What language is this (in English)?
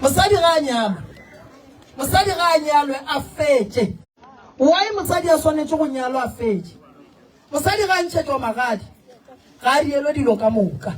Northern Sotho